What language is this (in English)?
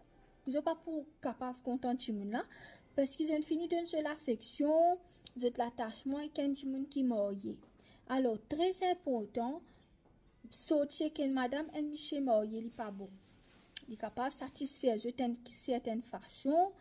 Morisyen